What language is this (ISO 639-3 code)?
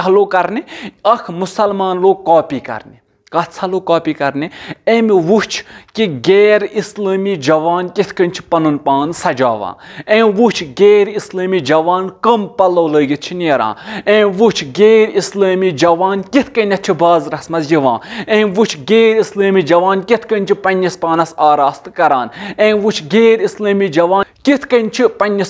kas